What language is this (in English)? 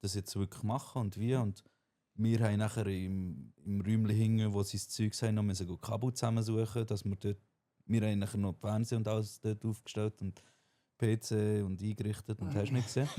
Swiss German